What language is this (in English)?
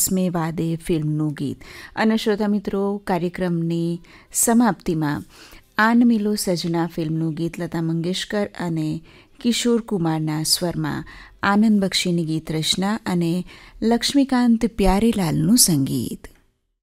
Gujarati